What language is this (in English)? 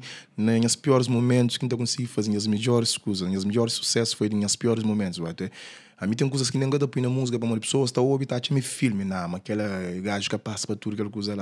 Kabuverdianu